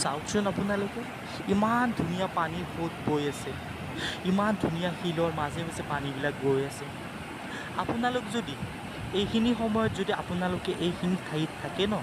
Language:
Assamese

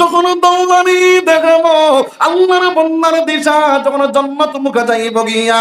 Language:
Sylheti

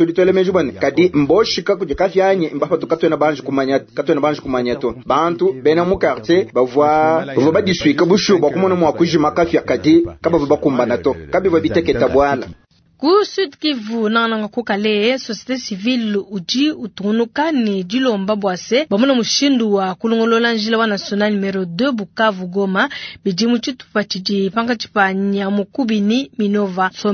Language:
Luba-Lulua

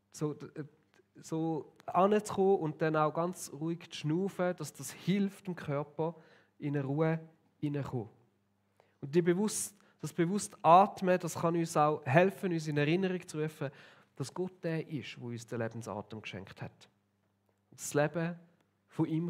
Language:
Swiss German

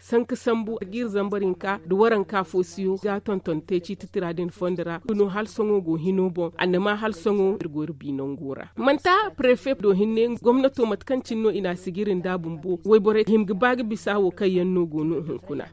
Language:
Zarma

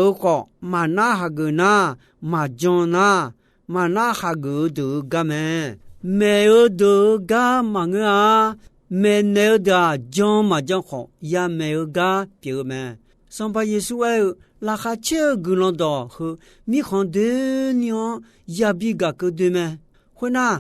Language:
Akha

